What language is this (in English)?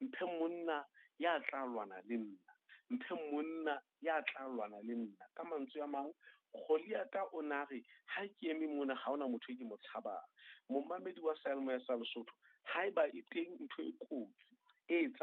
Southern Sotho